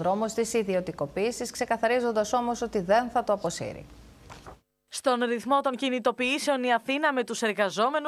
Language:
Greek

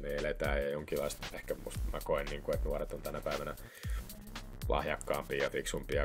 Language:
Finnish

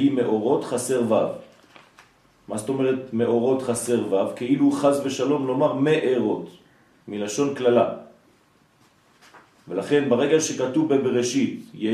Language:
Hebrew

